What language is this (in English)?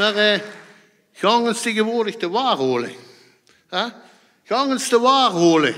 Limburgish